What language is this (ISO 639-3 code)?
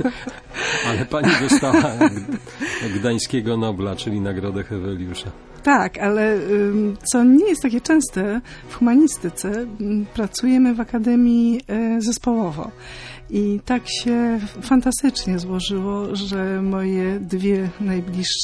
pol